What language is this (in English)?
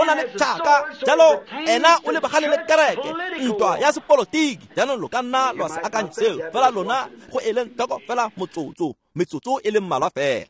Tswana